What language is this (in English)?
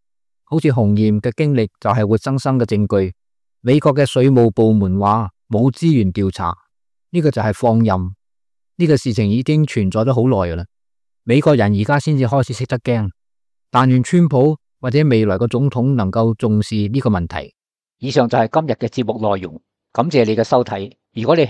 Cantonese